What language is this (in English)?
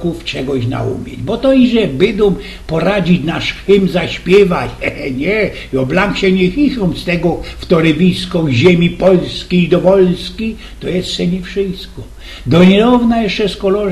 Silesian